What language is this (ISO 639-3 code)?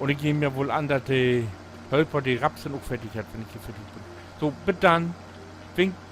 nds